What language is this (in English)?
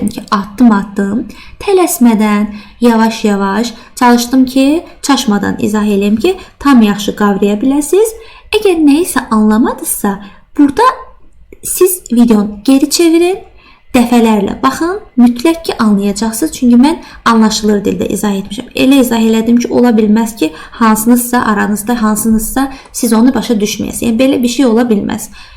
Azerbaijani